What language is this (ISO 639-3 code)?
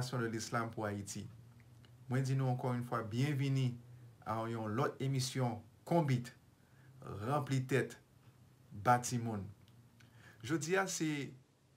hat